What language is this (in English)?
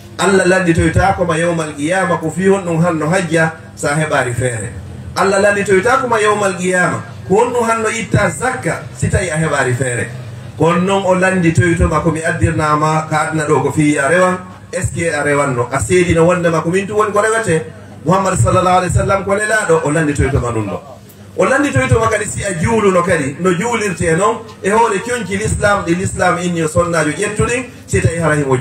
Fula